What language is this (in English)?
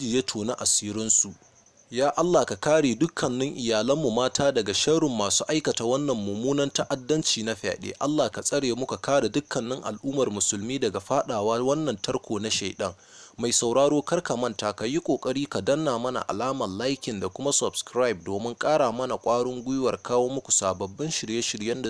Hausa